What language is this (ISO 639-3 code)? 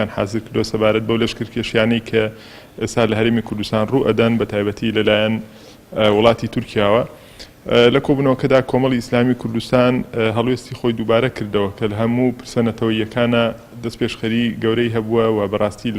ckb